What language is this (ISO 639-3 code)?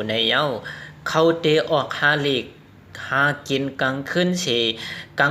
shn